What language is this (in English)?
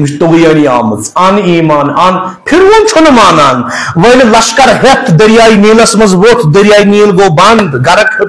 Kashmiri